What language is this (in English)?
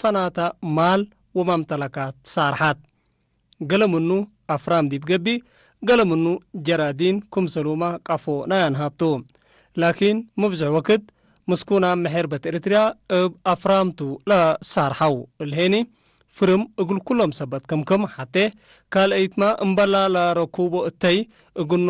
Tigre